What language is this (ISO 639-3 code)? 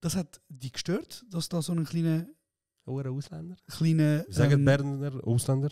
gsw